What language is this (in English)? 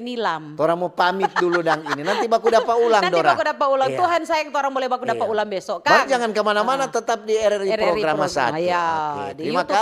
Manado Malay